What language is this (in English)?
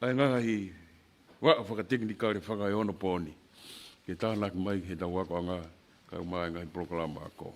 Tongan